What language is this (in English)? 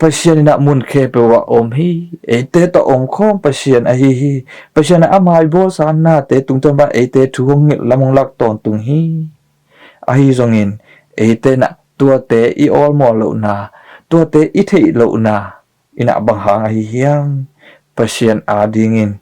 Tedim Chin